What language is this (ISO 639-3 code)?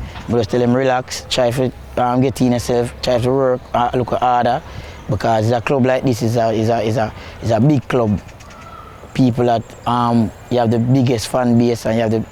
jam